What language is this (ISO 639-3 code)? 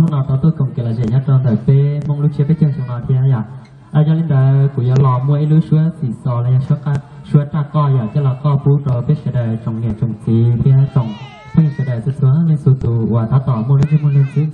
hmn